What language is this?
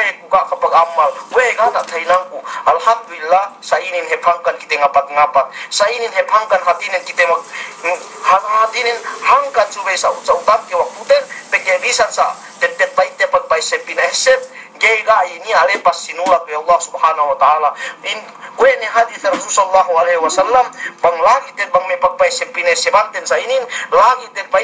Yakan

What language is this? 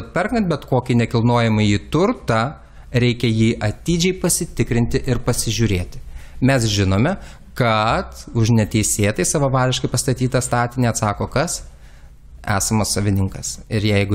Lithuanian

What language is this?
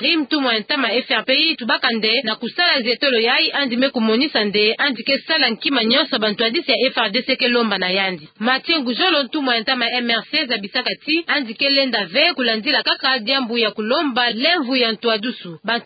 Kituba (Democratic Republic of Congo)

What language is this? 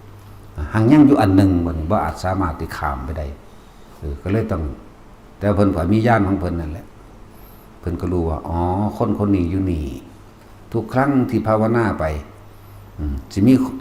Northeastern Thai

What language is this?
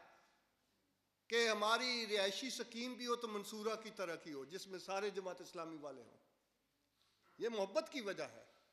Urdu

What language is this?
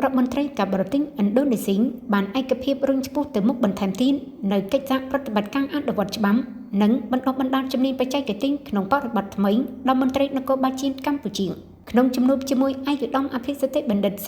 Khmer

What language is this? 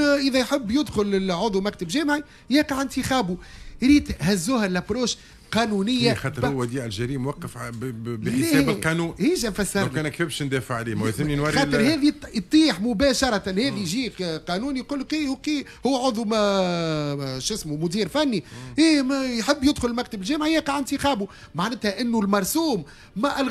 Tunisian Arabic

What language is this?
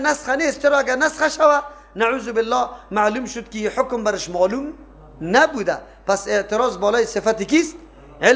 Persian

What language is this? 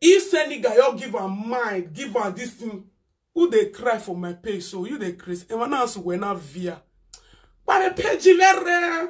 Nigerian Pidgin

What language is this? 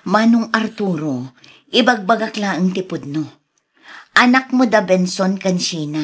Iloko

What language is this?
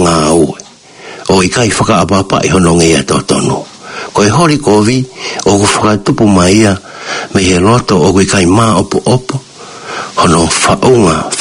Tongan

